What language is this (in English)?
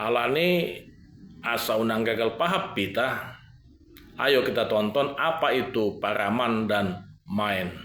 Batak Toba